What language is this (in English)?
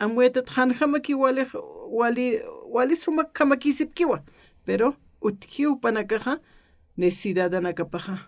Aymara